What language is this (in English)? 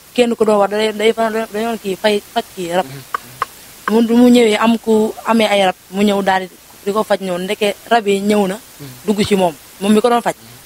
Wolof